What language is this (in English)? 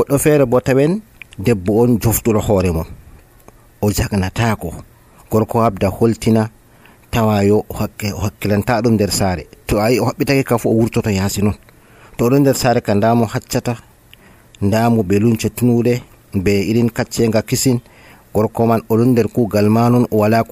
Nigerian Fulfulde